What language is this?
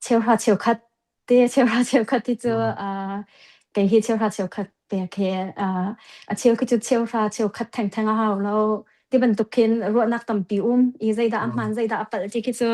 Hakha Chin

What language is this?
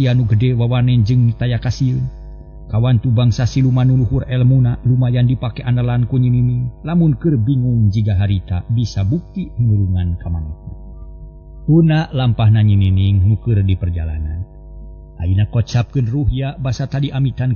Sundanese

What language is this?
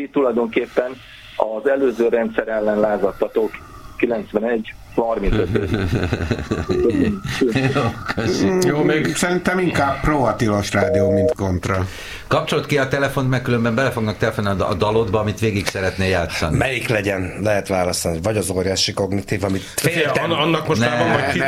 Hungarian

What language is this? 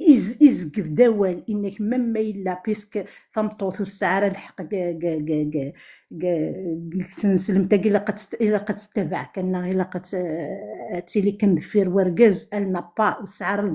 Kabyle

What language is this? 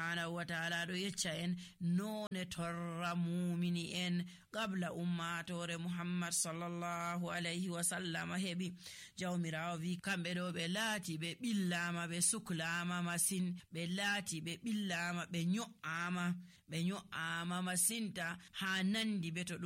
Nigerian Fulfulde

